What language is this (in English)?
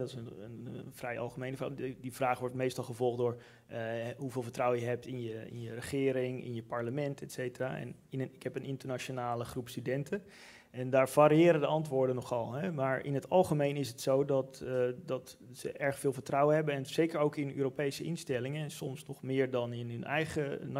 Dutch